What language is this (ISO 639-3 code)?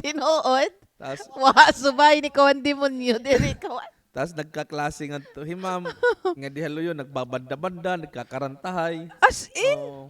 war